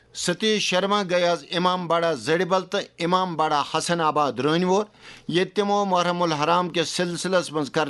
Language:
Kashmiri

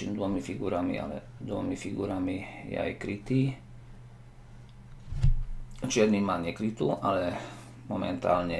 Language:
Slovak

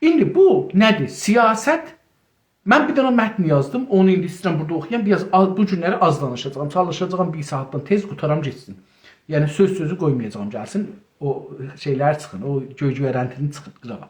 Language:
South Azerbaijani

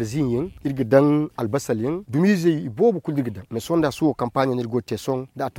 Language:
Zarma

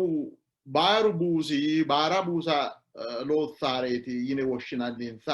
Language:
Sidamo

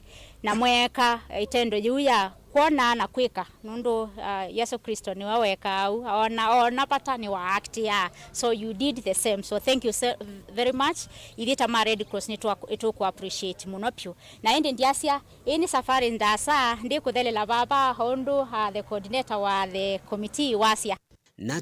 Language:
Kamba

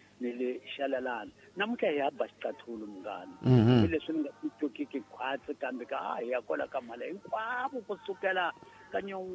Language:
Tsonga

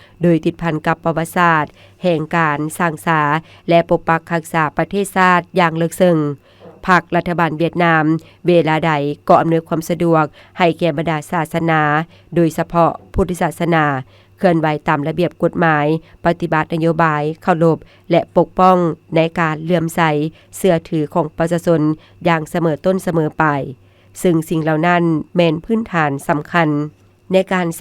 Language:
Lao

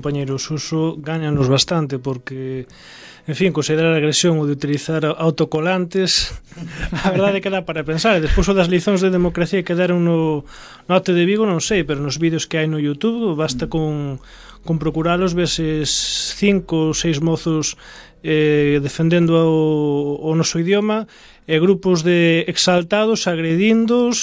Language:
Galician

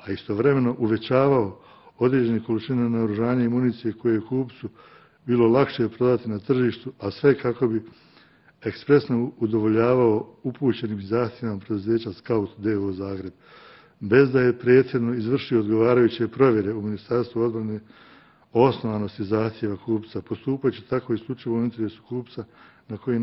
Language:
Bosnian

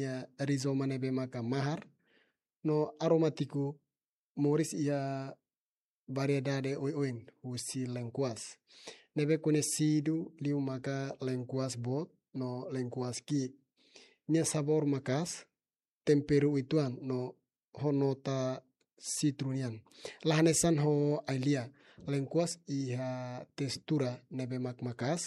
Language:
Tetum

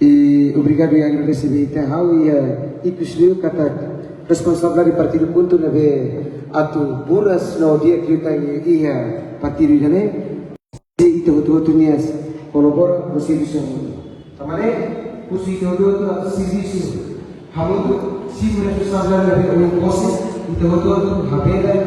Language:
Tetum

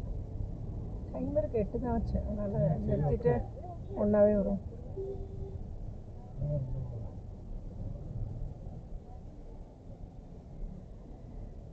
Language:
Tamil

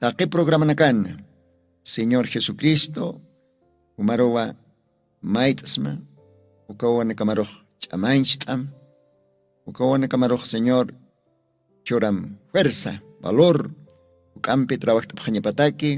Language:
Aymara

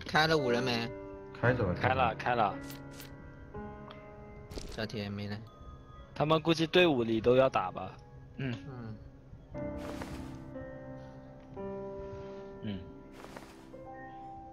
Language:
Chinese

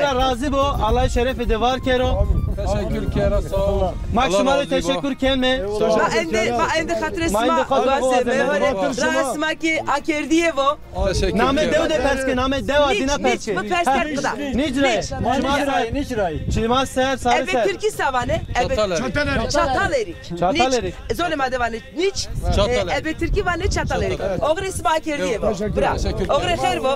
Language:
Zaza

